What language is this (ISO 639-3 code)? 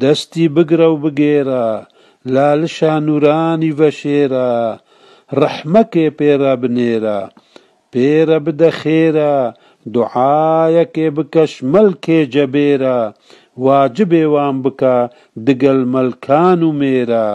kur